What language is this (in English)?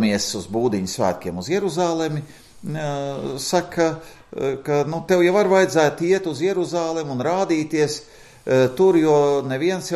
Latvian